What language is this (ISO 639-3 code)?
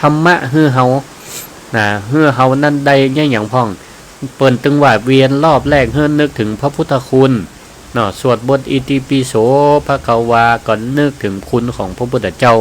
nod